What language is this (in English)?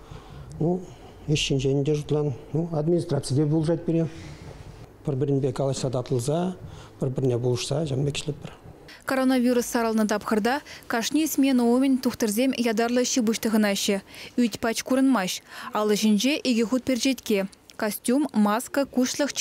Chuvash